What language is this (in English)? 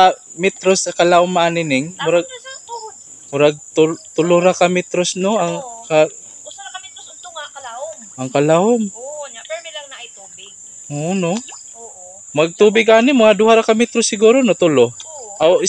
Cebuano